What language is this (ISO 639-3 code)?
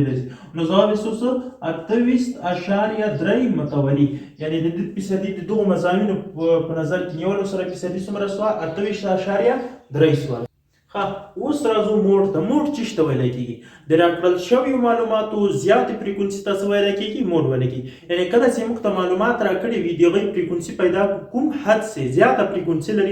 pus